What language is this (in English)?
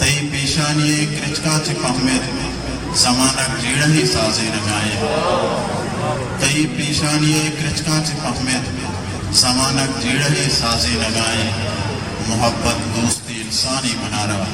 Baluchi